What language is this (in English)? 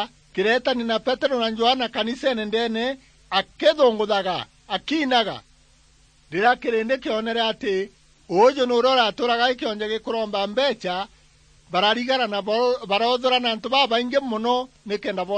Meru